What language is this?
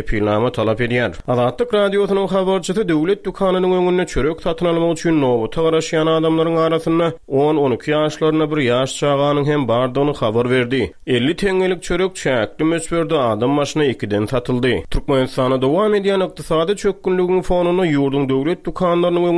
Turkmen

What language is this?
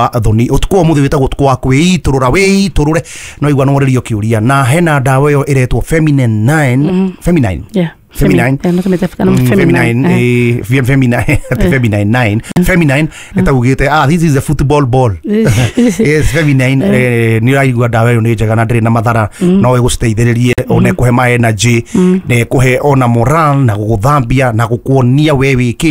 Kikuyu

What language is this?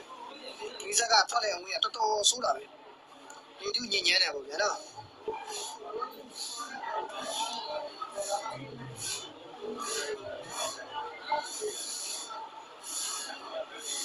Burmese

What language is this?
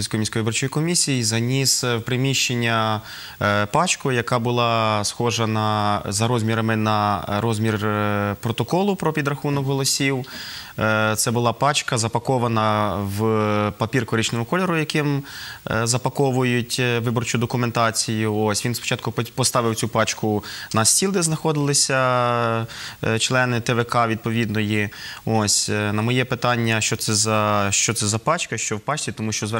Ukrainian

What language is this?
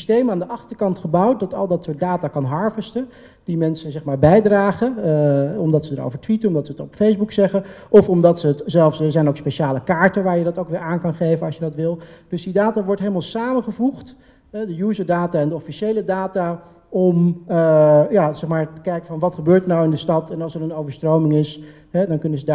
Dutch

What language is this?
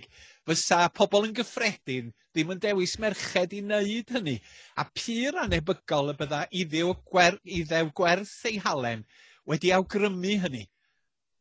Welsh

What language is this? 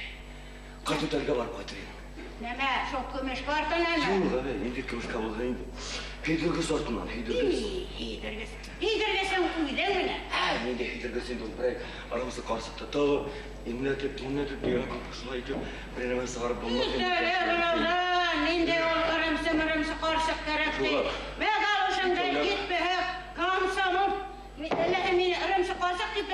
Bashkir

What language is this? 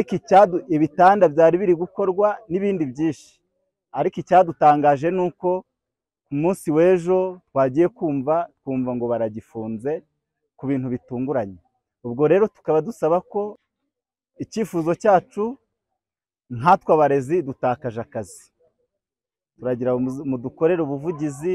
Kinyarwanda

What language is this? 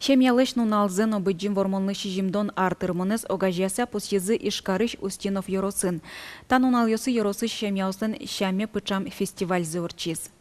Udmurt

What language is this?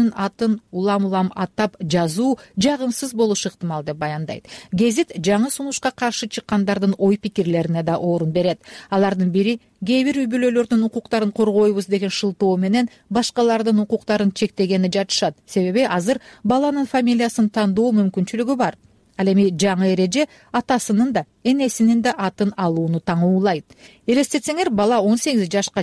Kyrgyz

